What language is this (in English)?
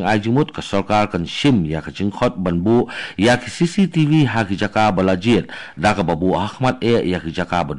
Khasi